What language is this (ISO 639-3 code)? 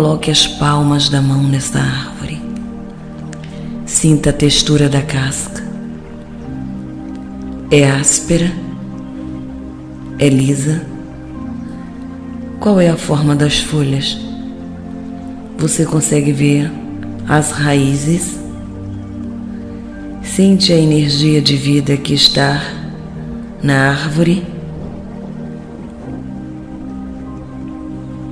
por